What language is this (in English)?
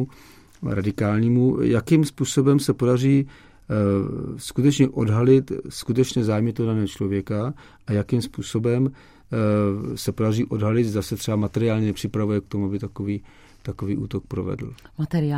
Czech